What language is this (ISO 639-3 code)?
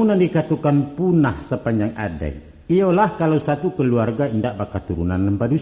min